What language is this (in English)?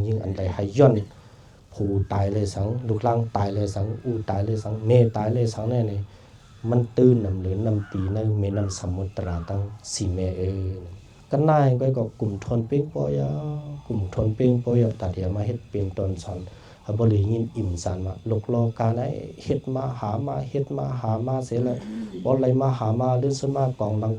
Shan